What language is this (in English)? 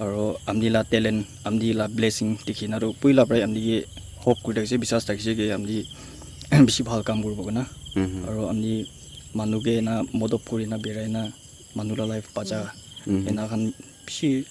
Naga Pidgin